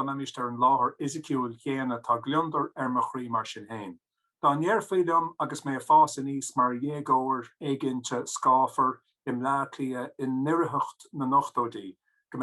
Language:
Irish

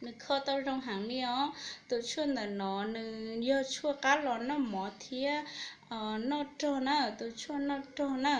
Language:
Hmong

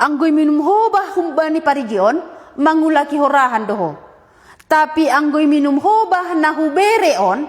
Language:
Batak Simalungun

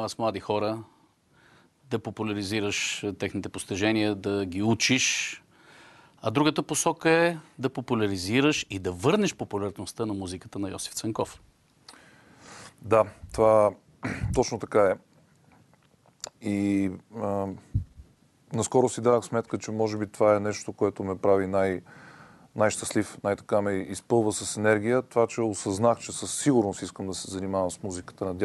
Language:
Bulgarian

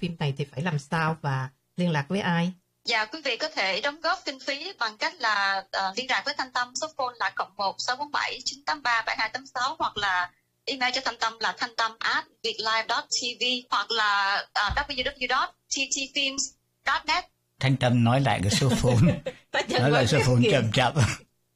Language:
Vietnamese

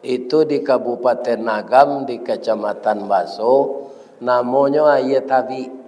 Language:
Minangkabau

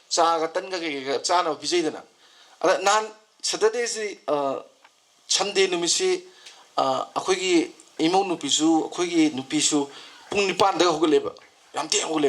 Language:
Manipuri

